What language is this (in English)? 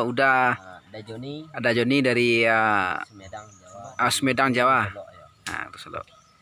Minangkabau